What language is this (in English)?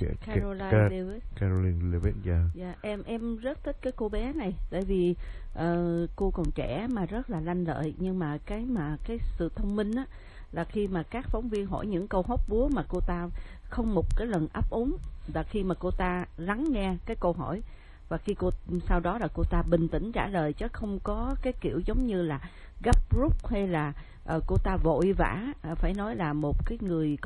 Vietnamese